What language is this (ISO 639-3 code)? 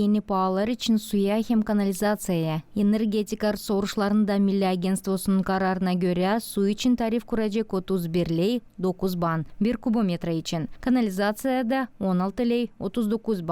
gag